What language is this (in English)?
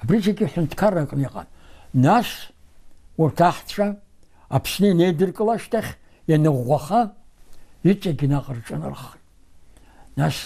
Abkhazian